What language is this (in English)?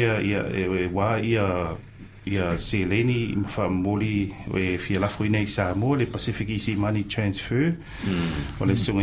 Samoan